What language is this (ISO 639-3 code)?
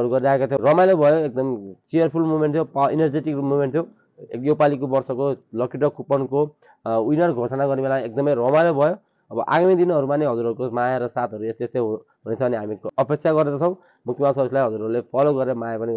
nep